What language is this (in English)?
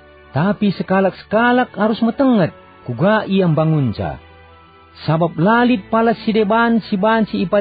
Batak Karo